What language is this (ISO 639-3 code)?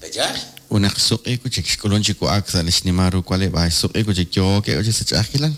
kek